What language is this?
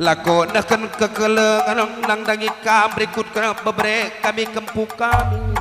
Batak Karo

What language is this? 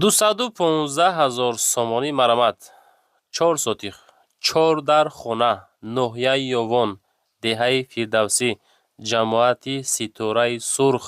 Tajik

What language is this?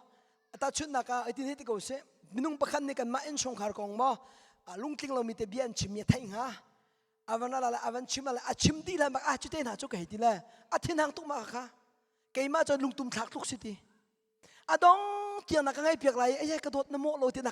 Hakha Chin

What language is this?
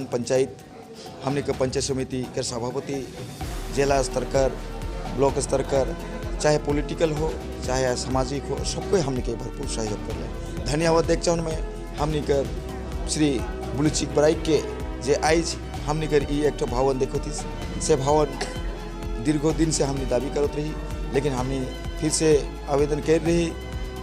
Sadri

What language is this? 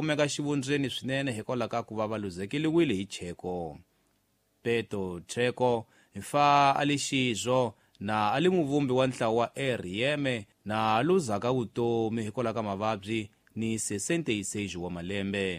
Tsonga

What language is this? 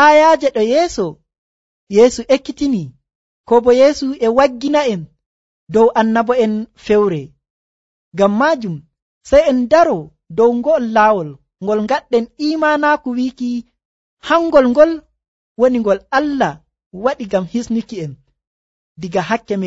Nigerian Fulfulde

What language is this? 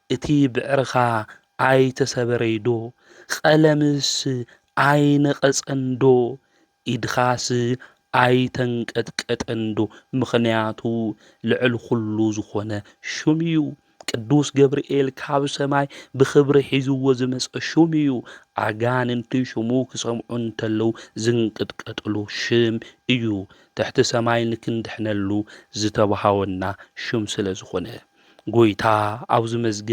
Tigrinya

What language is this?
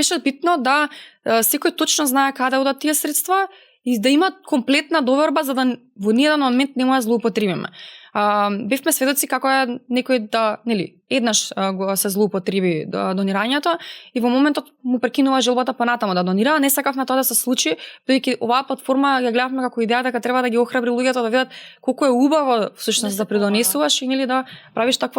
Macedonian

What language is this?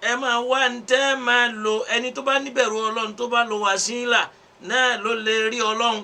Yoruba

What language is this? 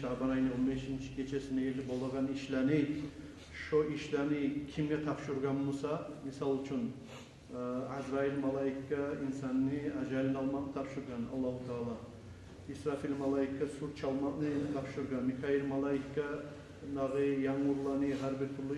Kumyk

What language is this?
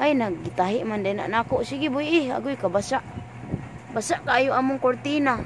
Cebuano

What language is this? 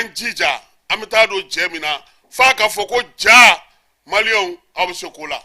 Bambara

